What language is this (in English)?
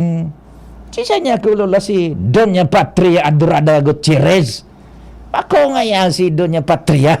Bikol